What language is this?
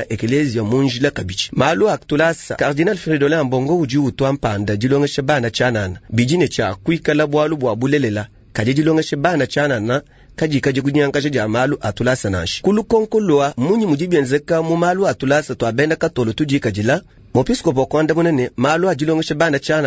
Luba-Lulua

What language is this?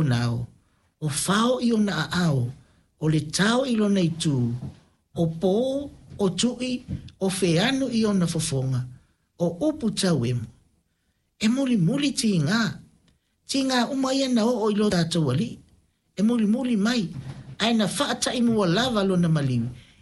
Samoan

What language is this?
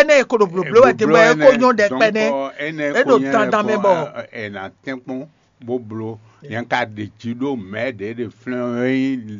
Fon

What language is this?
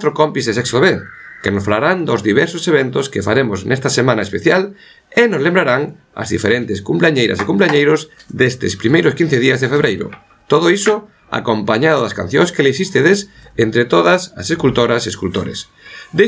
Galician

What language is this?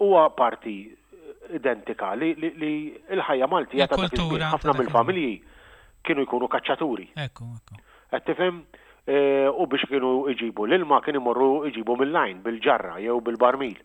Maltese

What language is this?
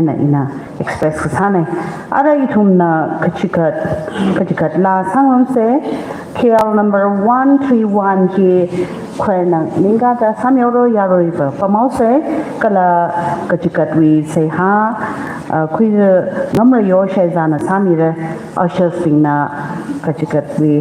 Tangkhul Naga (India)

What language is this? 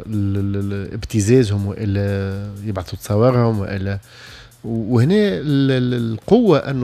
Tunisian Arabic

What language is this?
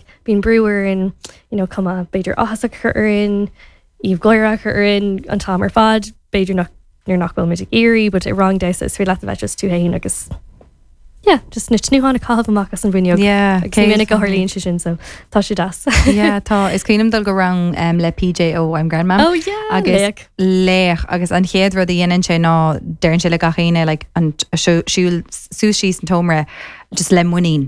Irish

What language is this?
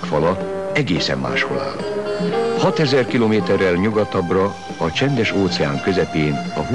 Hungarian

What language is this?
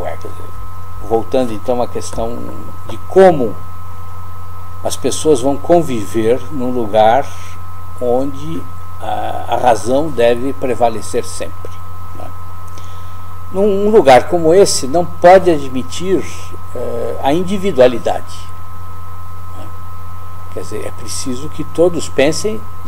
Portuguese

